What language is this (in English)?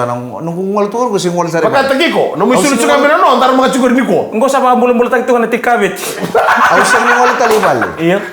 Fijian